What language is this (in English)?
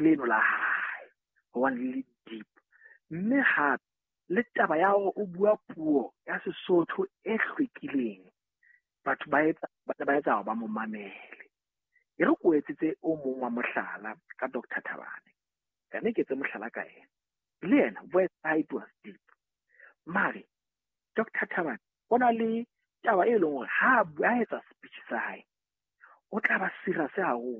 Southern Sotho